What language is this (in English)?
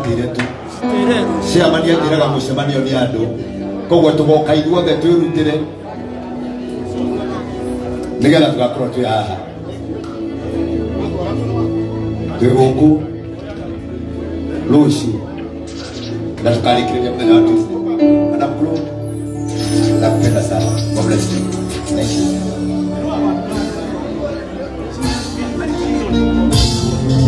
Kikuyu